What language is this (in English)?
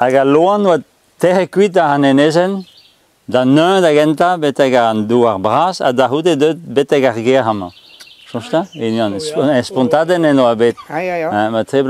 Breton